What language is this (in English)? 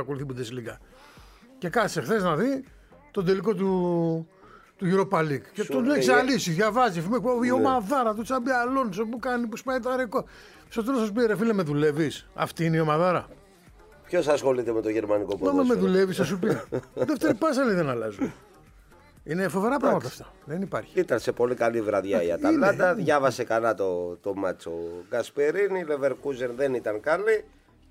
Greek